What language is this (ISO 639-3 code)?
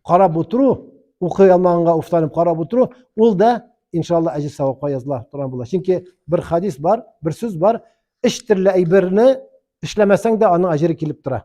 tat